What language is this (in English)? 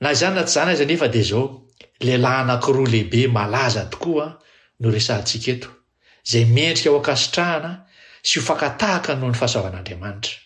Malagasy